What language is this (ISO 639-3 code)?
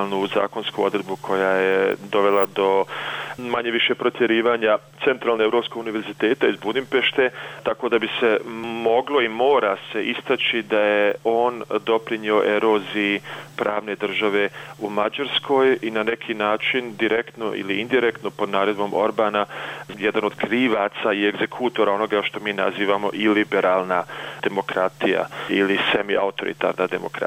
bos